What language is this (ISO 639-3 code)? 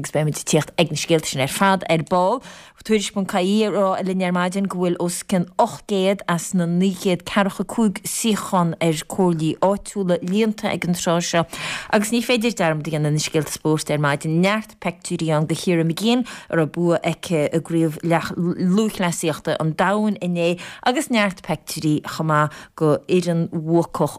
gle